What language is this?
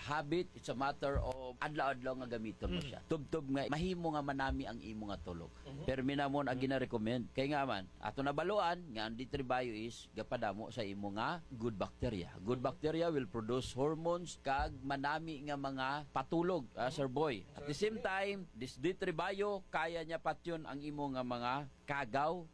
Hiligaynon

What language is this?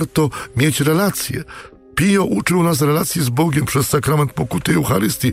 Polish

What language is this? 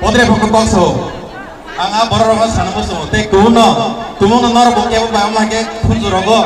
Kok Borok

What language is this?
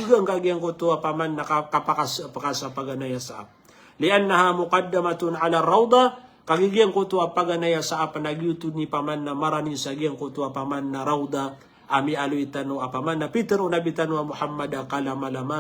Maranao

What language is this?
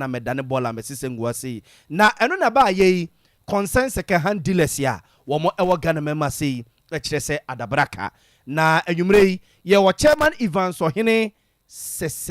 Akan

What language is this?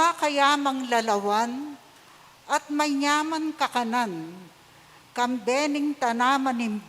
Pampanga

